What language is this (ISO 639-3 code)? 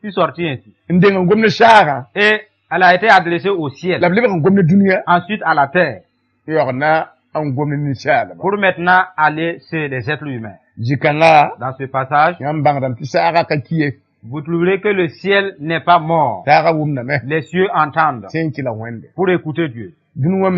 mos